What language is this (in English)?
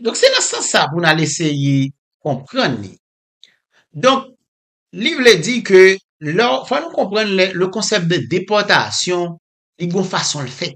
Haitian Creole